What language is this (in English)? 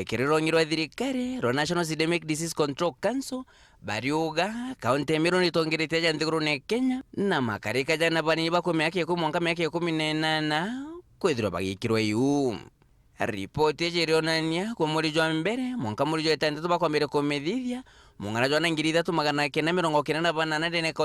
Meru